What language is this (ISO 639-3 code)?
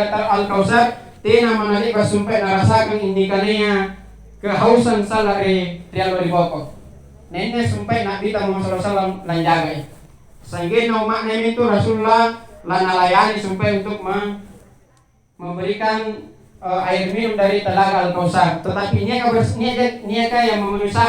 mak